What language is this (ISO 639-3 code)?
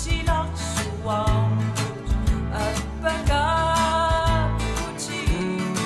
kal